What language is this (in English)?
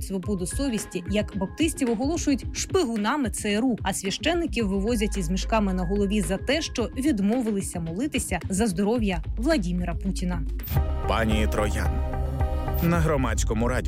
Ukrainian